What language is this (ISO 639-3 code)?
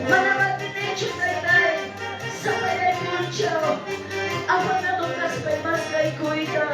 que